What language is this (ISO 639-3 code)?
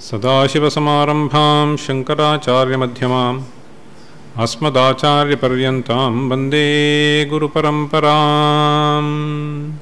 san